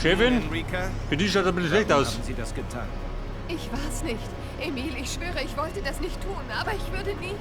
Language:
Bavarian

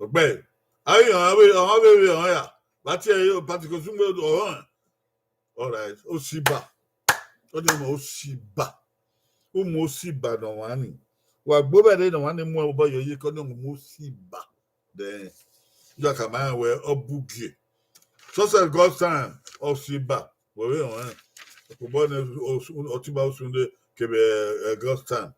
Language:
Bini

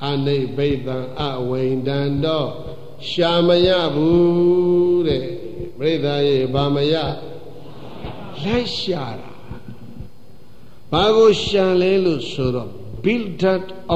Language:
Burmese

